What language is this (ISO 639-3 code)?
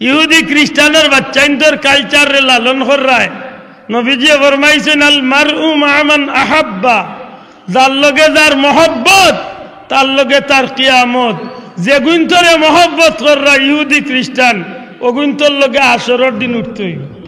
syl